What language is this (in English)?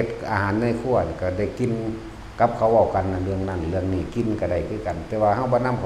Northeastern Thai